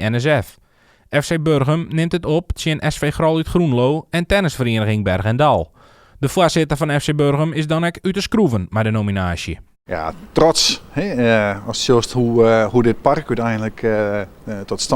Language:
Western Frisian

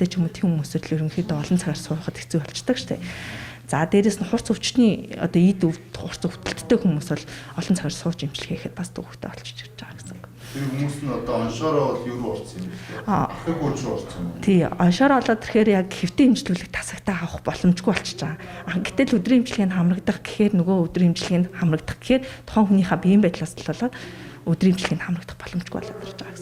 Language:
Mongolian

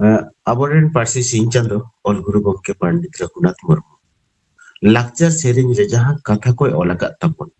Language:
Santali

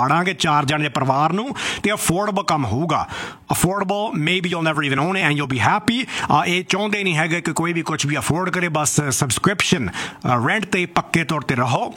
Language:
Punjabi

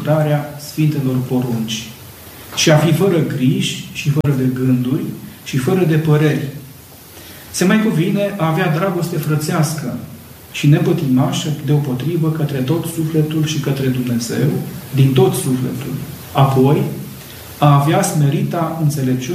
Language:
Romanian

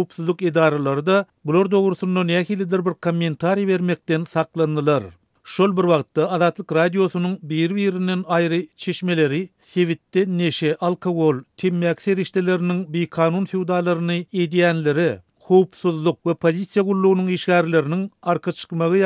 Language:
Turkmen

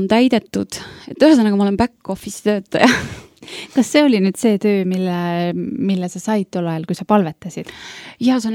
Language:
Estonian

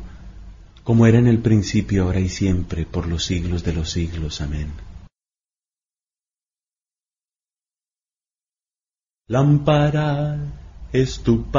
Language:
Spanish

